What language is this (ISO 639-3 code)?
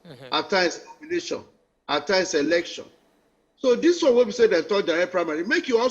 pcm